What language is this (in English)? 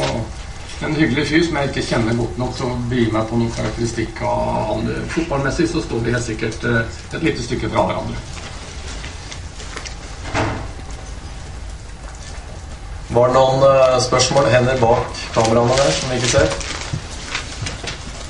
Norwegian